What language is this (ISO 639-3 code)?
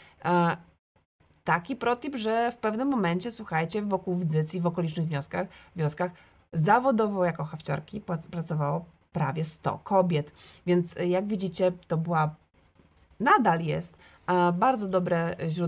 pol